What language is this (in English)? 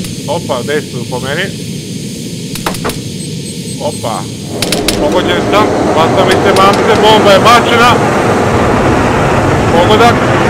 Serbian